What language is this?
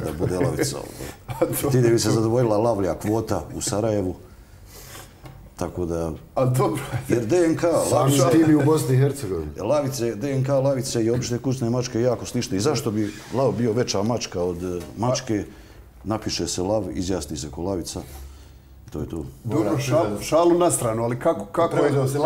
Bosnian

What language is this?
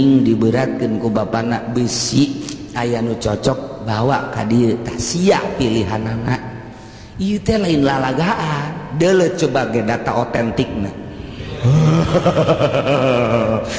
Sundanese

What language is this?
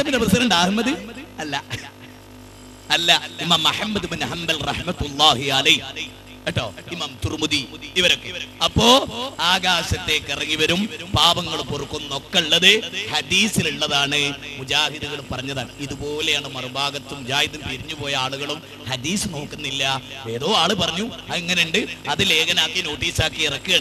Malayalam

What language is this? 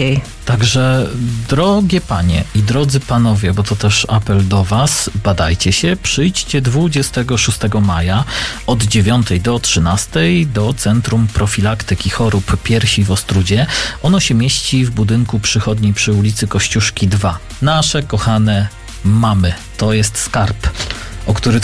Polish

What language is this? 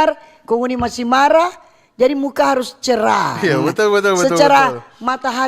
Manado Malay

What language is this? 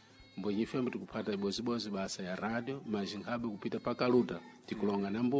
Sena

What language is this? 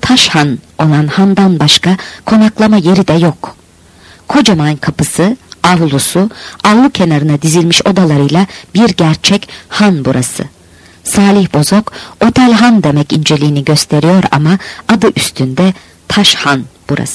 Turkish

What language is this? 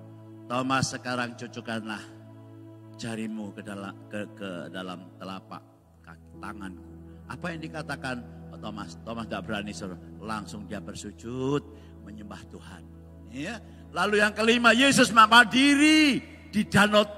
Indonesian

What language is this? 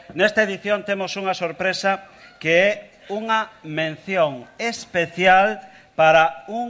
Galician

